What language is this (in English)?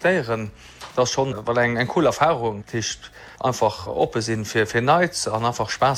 Luxembourgish